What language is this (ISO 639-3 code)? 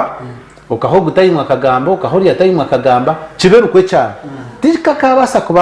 nyn